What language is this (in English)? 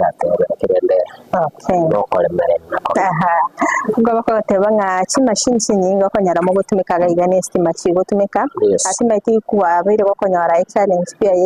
Gusii